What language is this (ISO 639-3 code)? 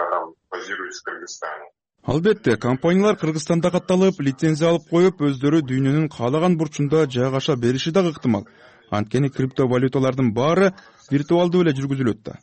kir